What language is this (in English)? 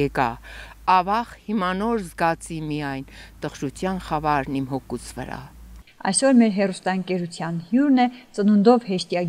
Armenian